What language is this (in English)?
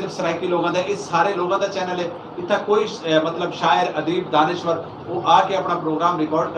Saraiki